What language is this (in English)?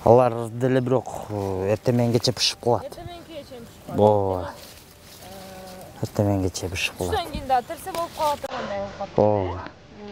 Kyrgyz